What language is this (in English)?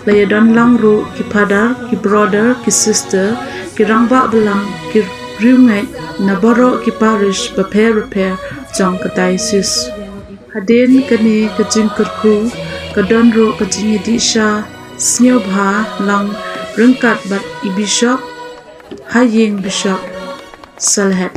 Khasi